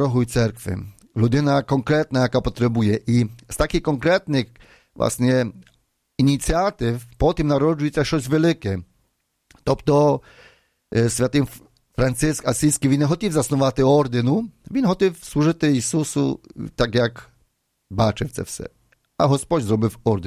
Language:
Ukrainian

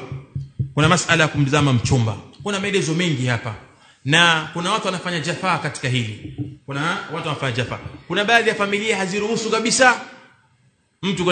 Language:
Swahili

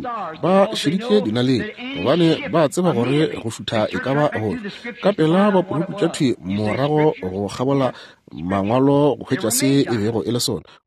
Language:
Northern Sotho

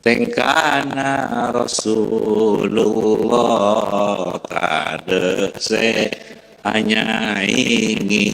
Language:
Madurese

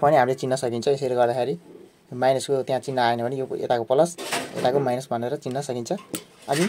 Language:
Nepali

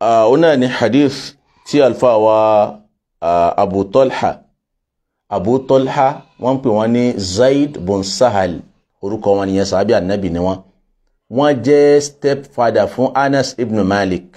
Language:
Yoruba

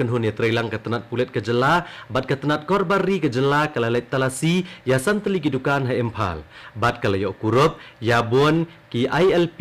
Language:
Khasi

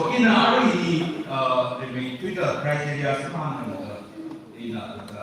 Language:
Tangkhul Naga (India)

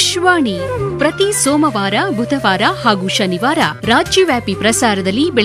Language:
Kannada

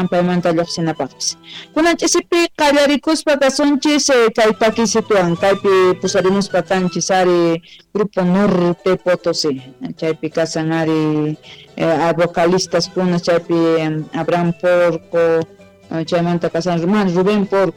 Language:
South Bolivian Quechua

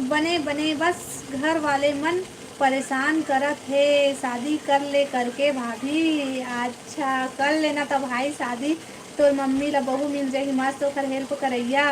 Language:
Chhattisgarhi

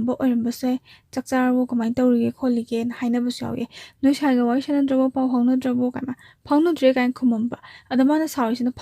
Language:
Manipuri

